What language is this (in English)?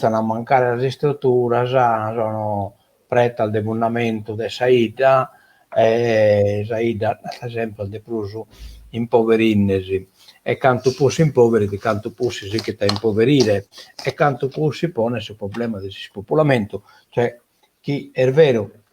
Sardinian